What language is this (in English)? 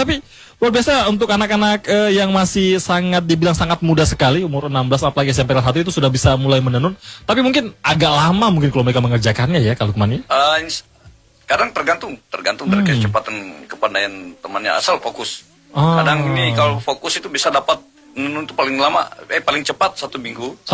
Indonesian